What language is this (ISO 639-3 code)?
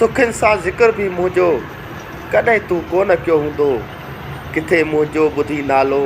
snd